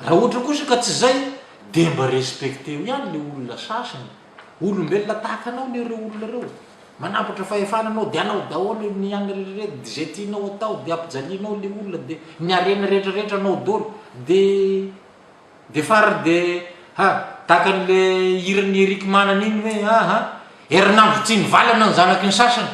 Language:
Malagasy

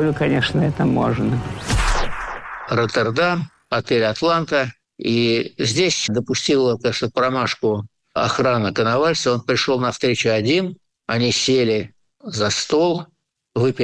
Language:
Russian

